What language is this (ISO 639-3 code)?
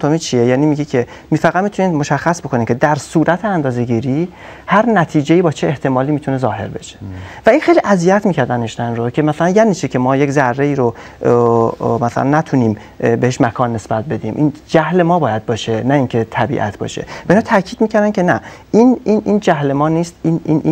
fas